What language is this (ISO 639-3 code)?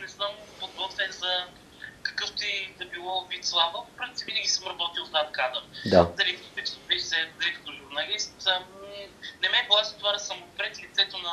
bul